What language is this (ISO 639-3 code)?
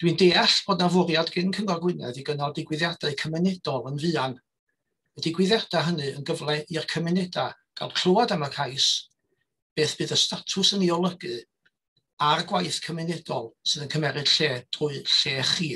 cym